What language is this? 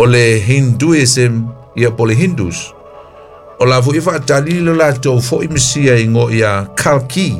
Samoan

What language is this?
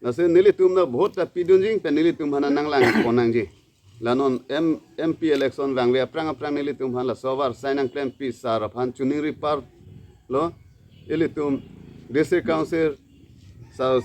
Karbi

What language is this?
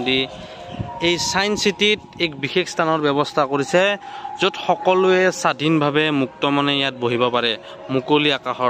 Assamese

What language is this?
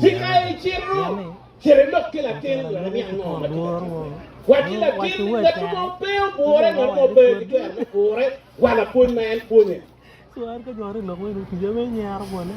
Acoli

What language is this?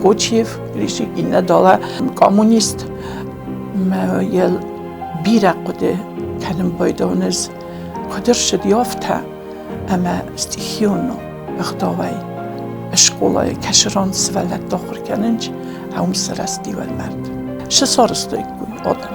Ossetic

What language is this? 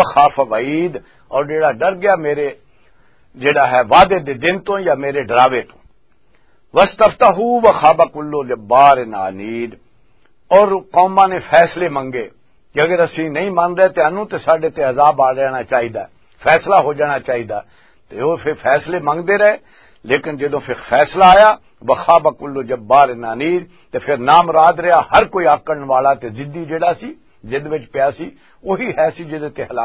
Western Panjabi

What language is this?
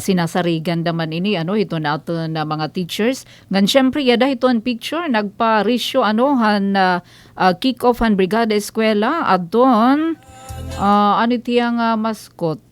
Waray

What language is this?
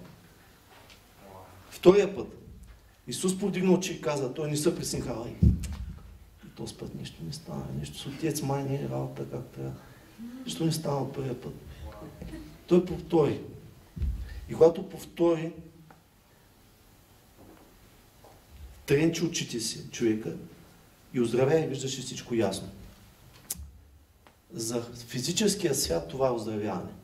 Bulgarian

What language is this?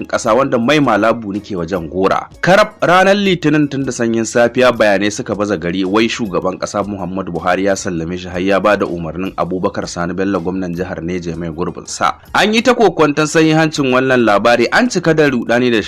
Hausa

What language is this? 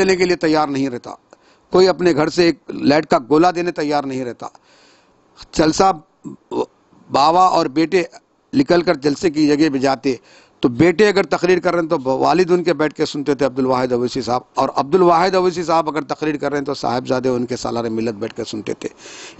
Urdu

